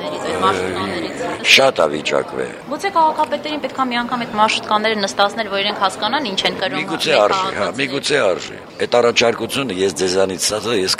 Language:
Armenian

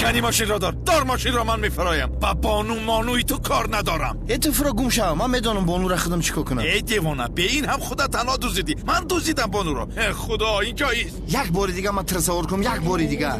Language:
Tajik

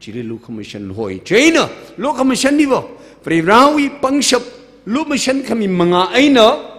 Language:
Tangkhul Naga (India)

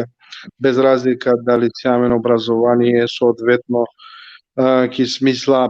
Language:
Balkan Romani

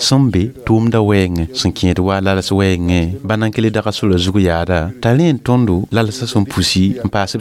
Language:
Mossi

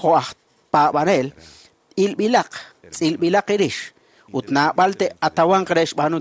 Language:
Kekchí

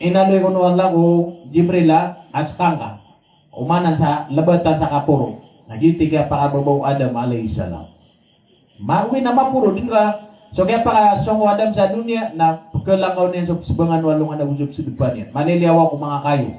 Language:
Maranao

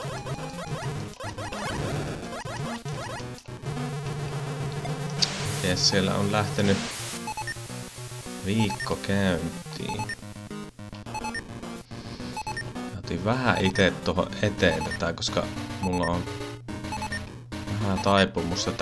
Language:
Finnish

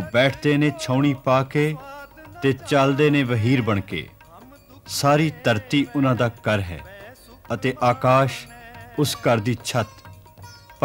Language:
Punjabi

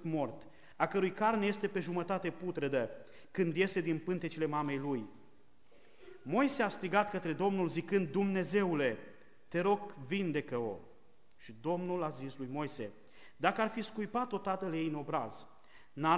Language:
Romanian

